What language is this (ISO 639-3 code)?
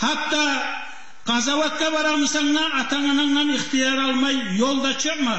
kum